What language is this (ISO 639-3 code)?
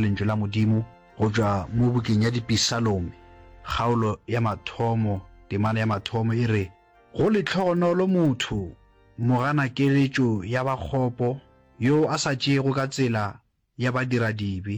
nso